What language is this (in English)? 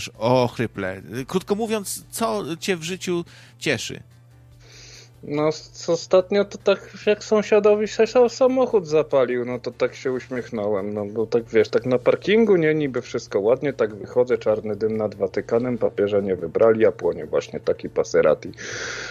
Polish